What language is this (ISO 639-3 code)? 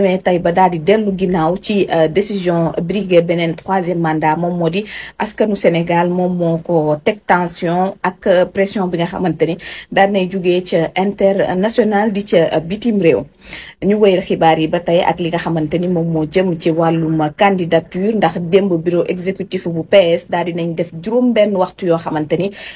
wol